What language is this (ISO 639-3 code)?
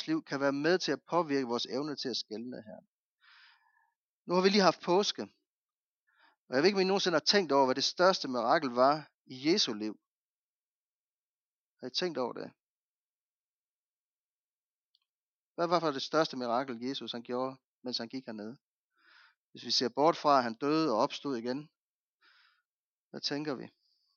dan